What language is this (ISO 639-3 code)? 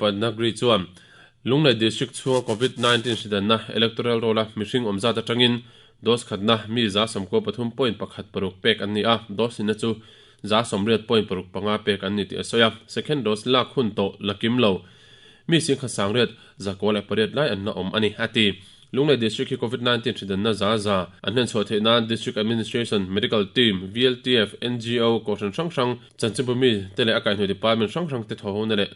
lus